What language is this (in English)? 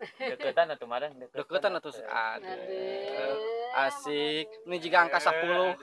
Sundanese